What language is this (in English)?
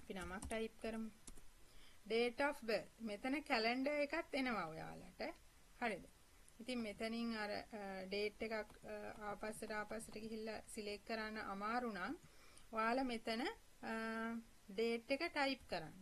Sinhala